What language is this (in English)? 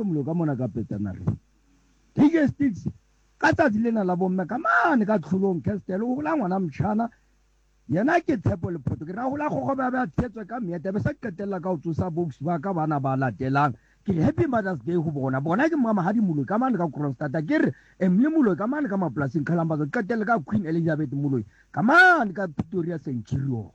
Southern Sotho